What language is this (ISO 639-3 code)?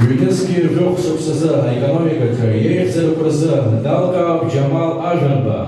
abk